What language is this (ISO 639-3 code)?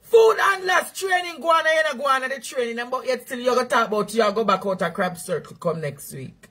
jam